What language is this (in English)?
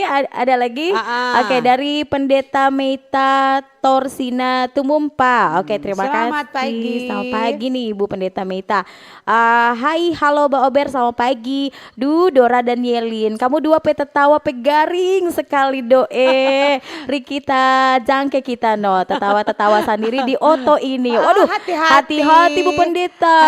Manado Malay